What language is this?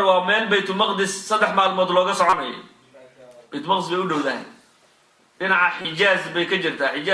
Somali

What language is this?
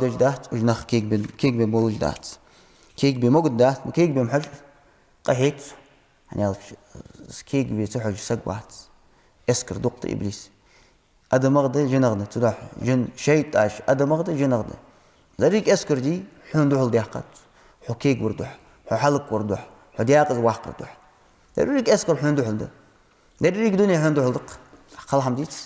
Ingush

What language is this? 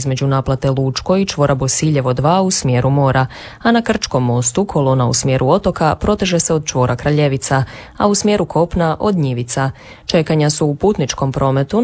Croatian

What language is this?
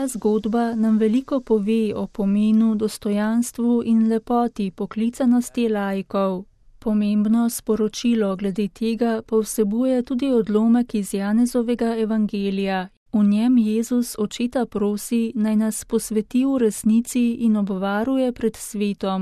Slovenian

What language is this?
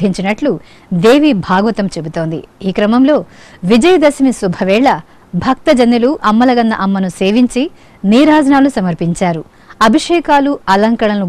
Telugu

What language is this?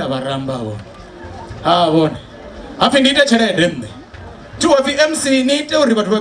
Venda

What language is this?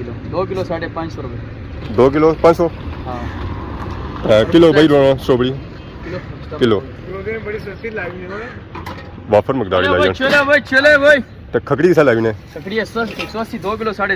Pahari-Potwari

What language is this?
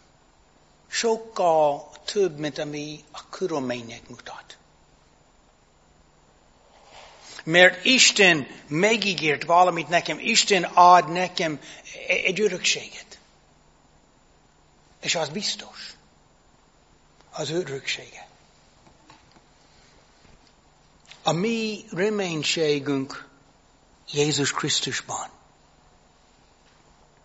Hungarian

